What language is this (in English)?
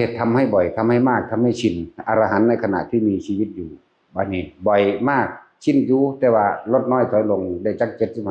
Northeastern Thai